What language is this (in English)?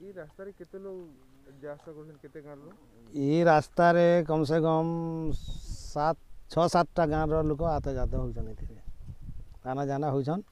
Sambalpuri